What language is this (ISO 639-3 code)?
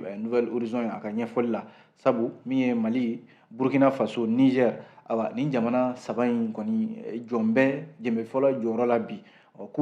bam